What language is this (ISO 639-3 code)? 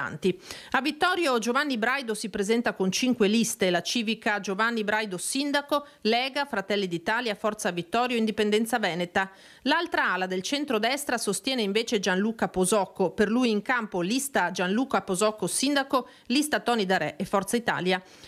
ita